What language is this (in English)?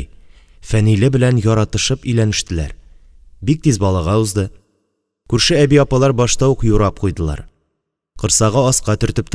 Tatar